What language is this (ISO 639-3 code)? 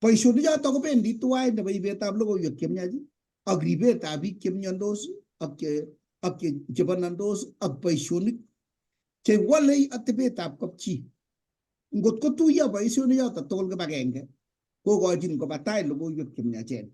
kln